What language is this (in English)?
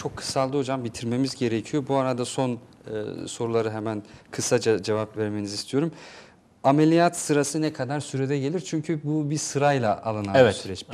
Turkish